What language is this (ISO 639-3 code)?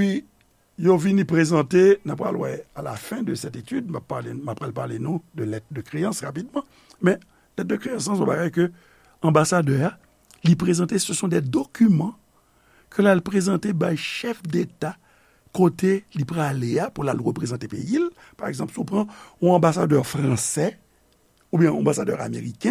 hat